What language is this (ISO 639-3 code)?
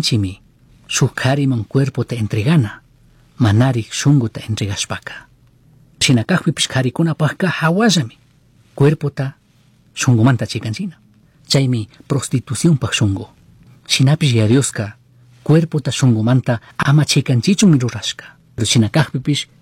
qug